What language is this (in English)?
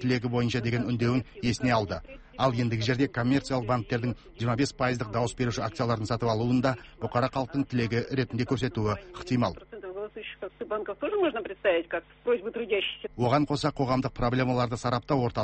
Kazakh